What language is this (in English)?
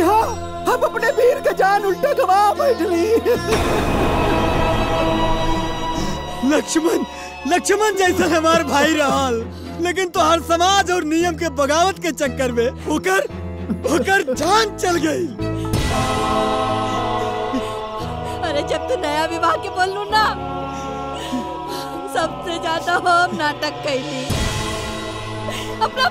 Bhojpuri